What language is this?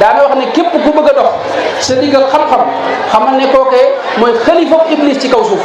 Wolof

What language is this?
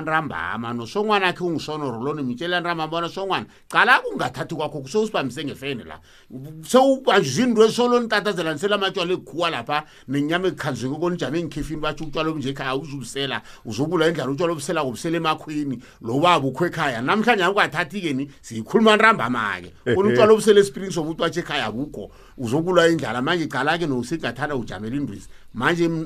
South Ndebele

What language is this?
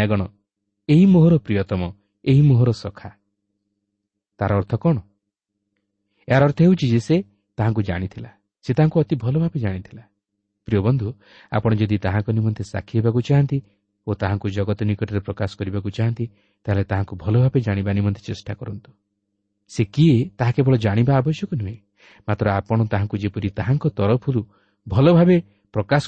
Odia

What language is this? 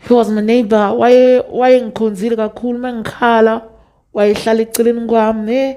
Zulu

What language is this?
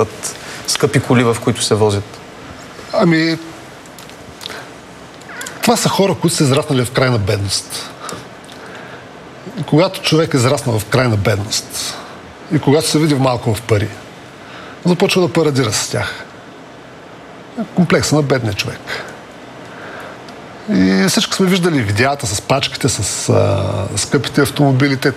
Bulgarian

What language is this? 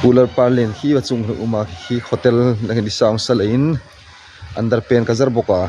Hmar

